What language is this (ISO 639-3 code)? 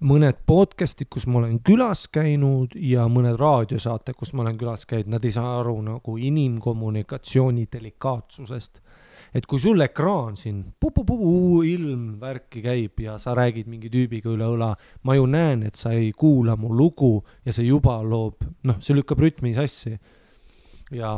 est